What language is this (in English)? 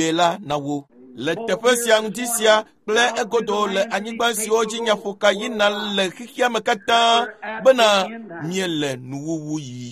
Ewe